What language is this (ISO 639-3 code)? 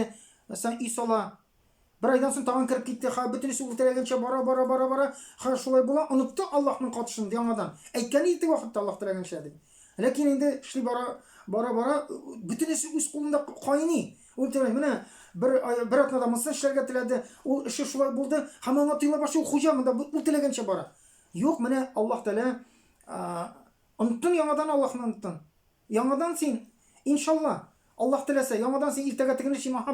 tat